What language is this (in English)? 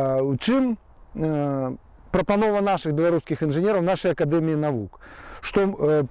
Belarusian